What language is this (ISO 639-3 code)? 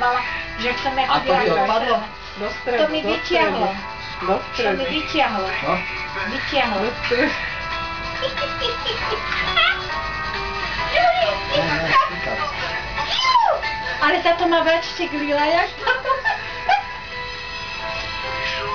slk